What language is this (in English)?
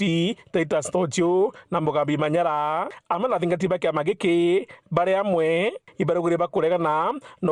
Meru